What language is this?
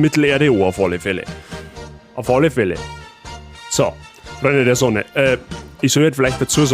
Bavarian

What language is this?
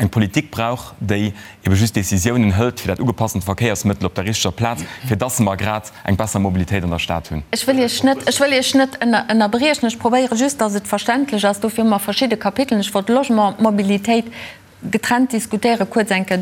Luxembourgish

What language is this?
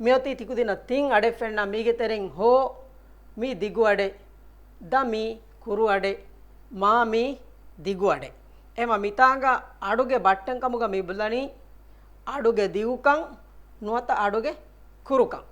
Divehi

